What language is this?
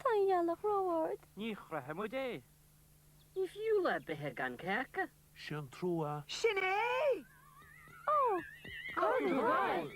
Irish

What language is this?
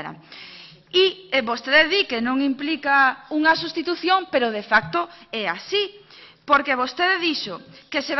Galician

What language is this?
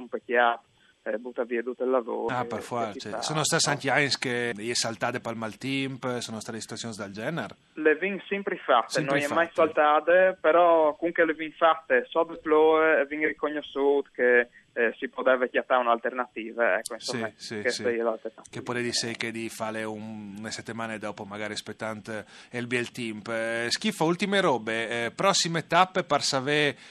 Friulian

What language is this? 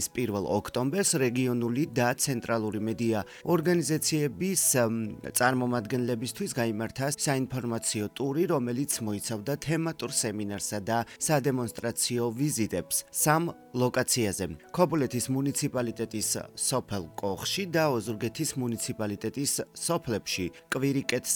Georgian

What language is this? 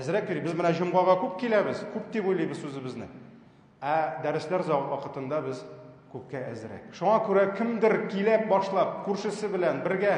Tatar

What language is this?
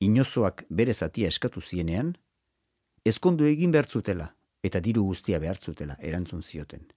Basque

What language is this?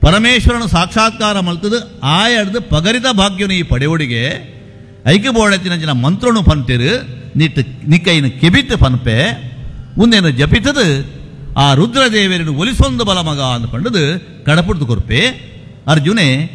Tulu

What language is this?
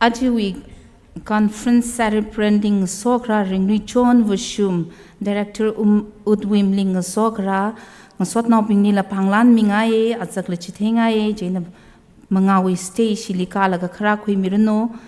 Tangkhul Naga (India)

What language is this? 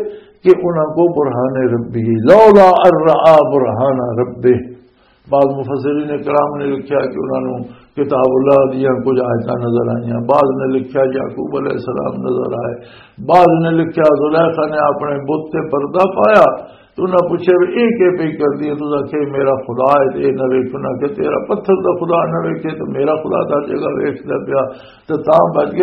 Western Panjabi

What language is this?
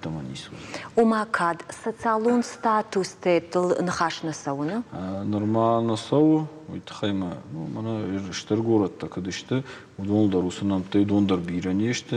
Ossetic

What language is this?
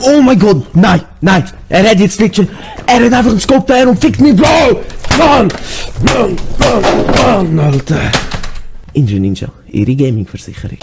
Swiss German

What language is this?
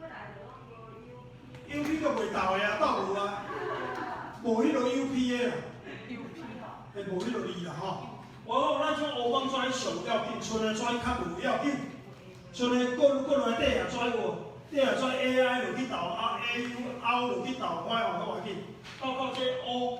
Min Nan Chinese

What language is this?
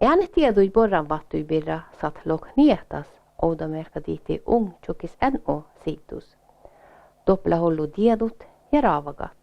Northern Sami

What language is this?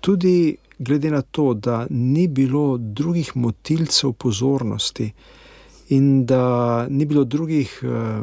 Slovenian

